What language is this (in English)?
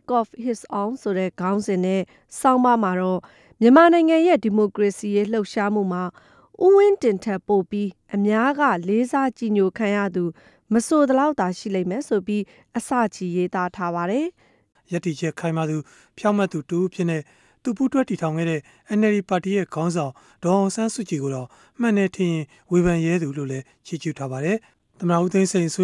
Burmese